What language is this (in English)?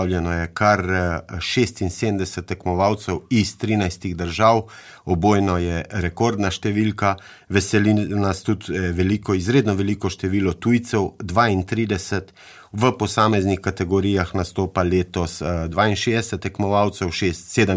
Slovenian